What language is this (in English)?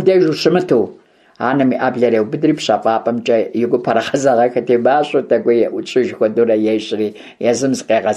Kabardian